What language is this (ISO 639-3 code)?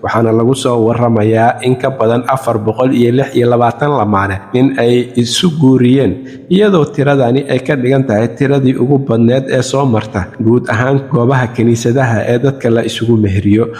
som